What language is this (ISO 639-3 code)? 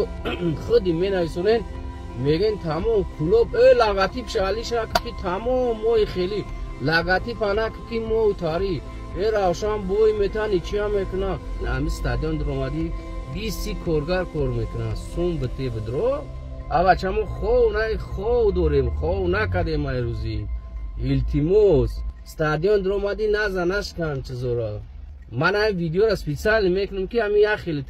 tgk